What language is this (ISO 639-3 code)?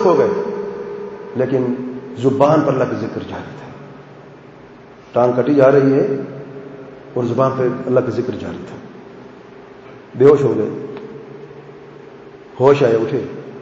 urd